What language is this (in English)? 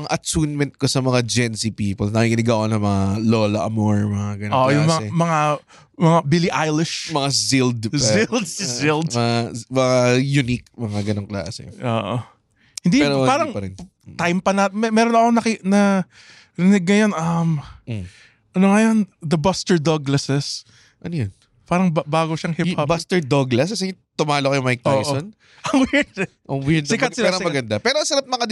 Filipino